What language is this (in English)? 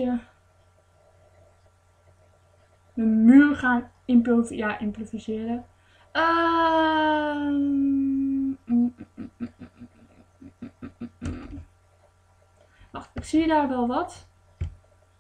Dutch